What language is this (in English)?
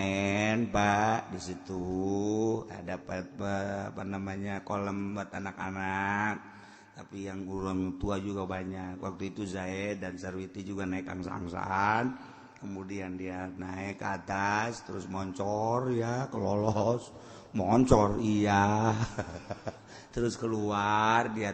Sundanese